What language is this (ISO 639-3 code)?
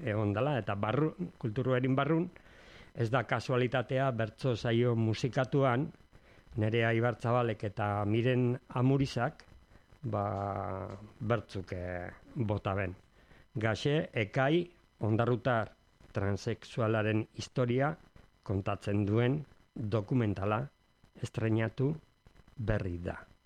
eus